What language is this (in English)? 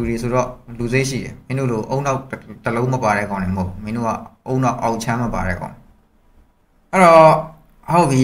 Burmese